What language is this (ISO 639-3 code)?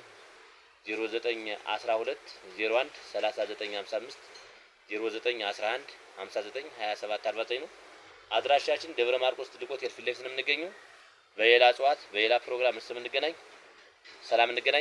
amh